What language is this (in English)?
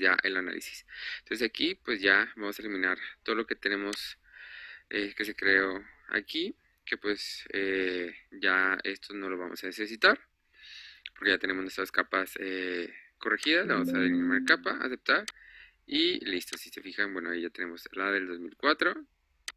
Spanish